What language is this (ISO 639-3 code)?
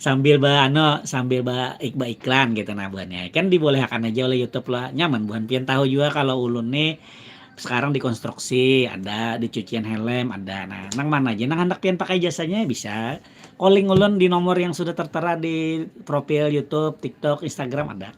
bjn